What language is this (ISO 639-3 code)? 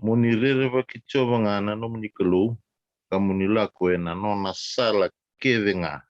fij